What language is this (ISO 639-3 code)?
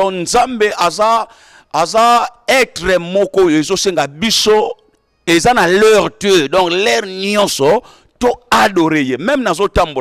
lin